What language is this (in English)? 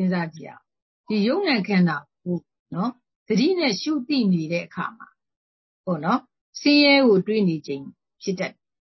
Burmese